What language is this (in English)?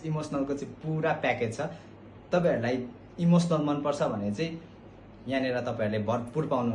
Nepali